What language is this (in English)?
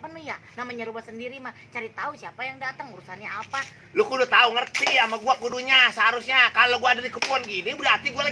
Betawi